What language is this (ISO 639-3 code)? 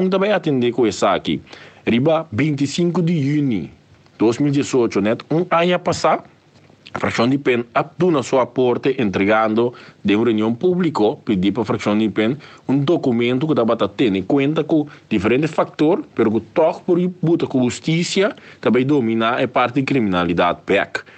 pap